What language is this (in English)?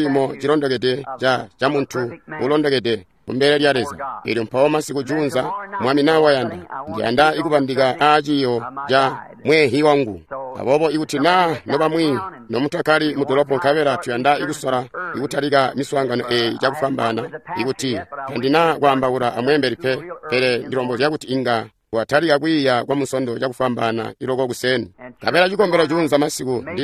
Tonga (Zambia)